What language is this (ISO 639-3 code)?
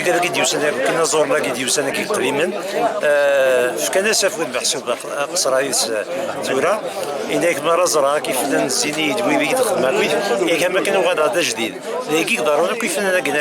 kab